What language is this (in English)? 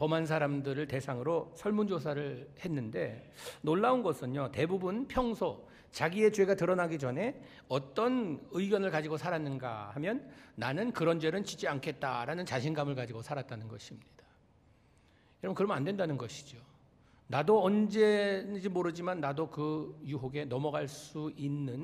Korean